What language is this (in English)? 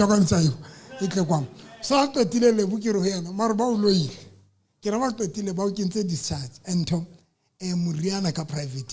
Southern Sotho